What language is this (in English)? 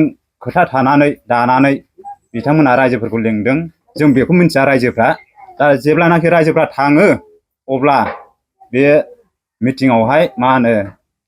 Bodo